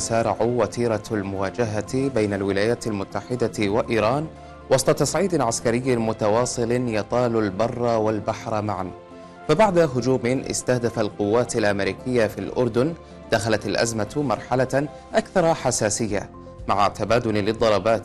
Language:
Arabic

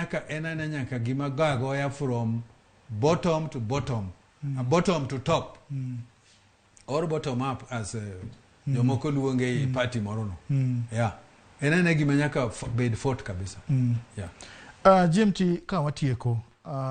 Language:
Luo (Kenya and Tanzania)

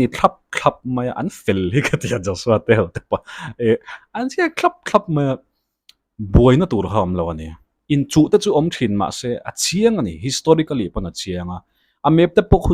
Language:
Mizo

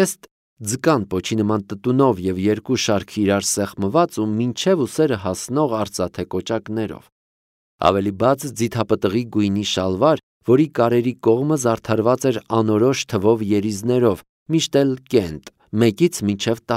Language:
Armenian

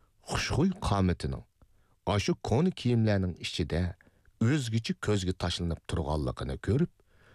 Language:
Uyghur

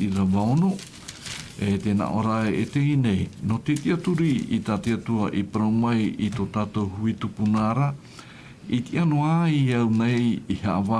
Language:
Tahitian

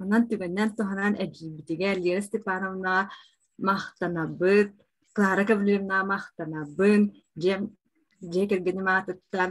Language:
Yakut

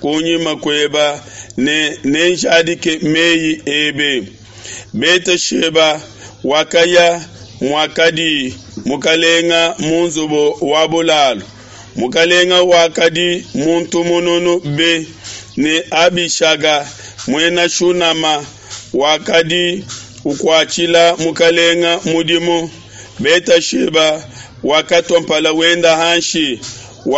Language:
Luba-Lulua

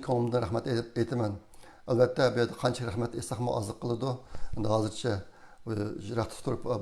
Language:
Uyghur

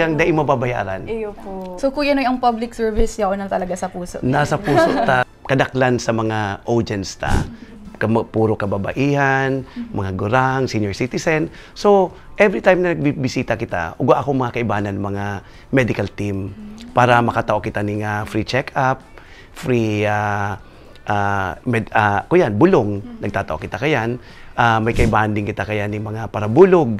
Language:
Bikol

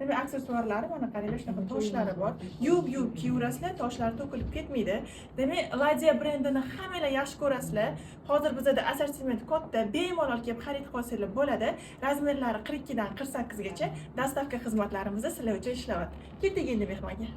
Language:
Uzbek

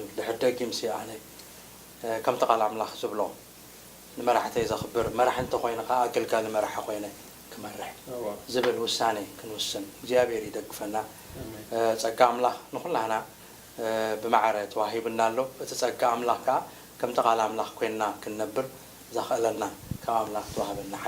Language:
Tigrinya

